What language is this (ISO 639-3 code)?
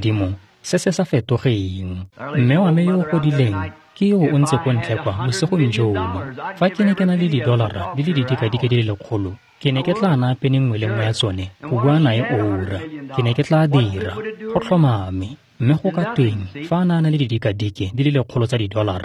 tsn